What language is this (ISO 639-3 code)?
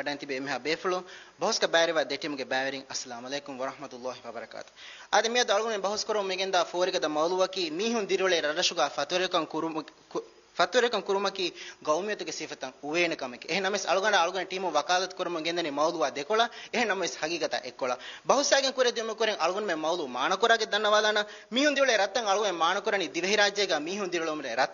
div